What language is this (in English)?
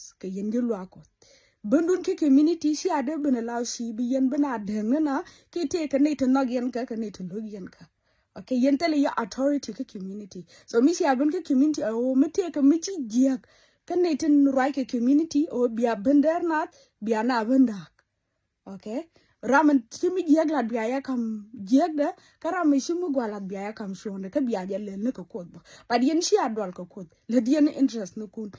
Nuer